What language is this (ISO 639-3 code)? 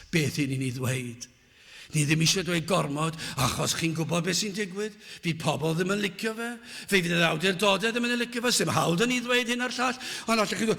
cym